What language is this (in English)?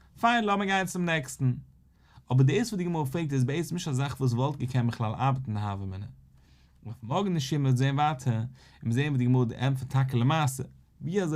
Yiddish